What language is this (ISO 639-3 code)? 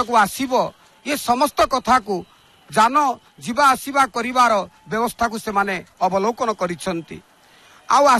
ori